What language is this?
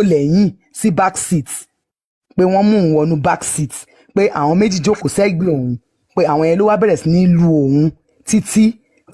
Yoruba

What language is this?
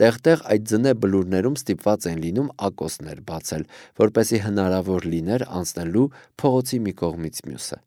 Armenian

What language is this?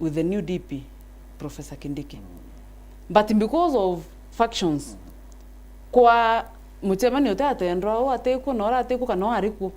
Meru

